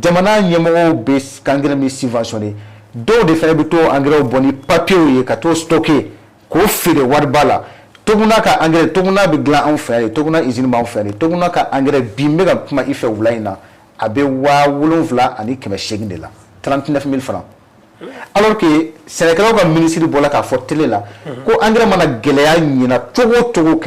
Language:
Bambara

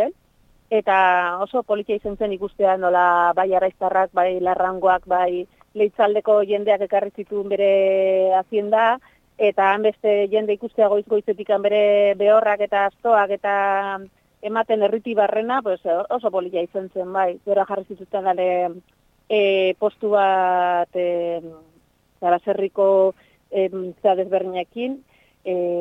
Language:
Basque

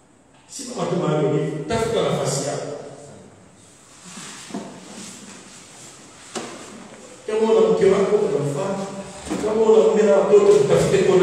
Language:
Swahili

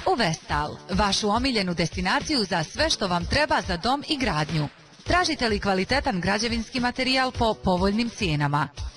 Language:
Bosnian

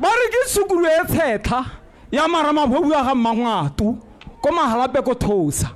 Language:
Tswana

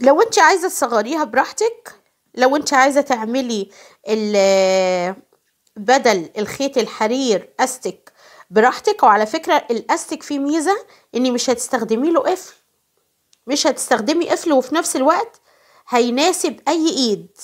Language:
Egyptian Arabic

